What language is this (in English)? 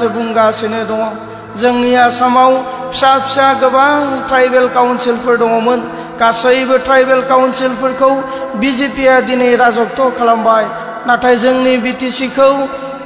Bodo